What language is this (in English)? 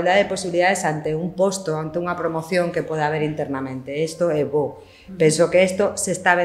Galician